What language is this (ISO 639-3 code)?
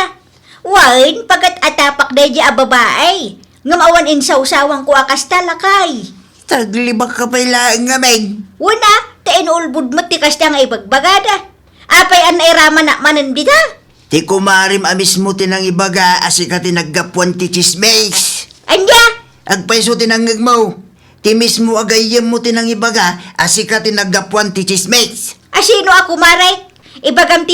ilo